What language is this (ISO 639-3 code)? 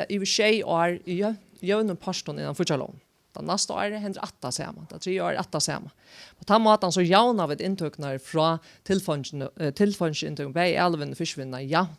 fao